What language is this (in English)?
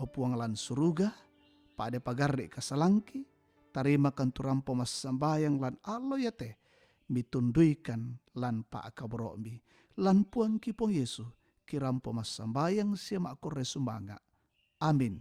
Toraja-Sa'dan